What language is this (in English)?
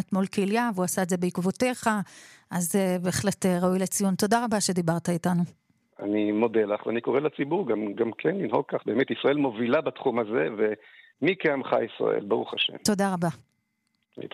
Hebrew